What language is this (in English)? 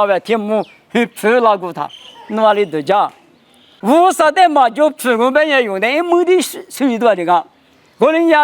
Lisu